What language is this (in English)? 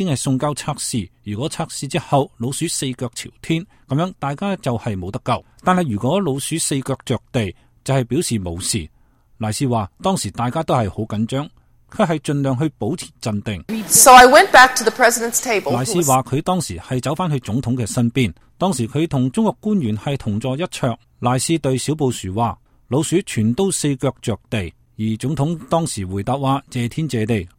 Cantonese